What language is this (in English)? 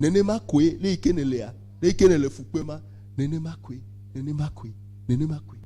Ewe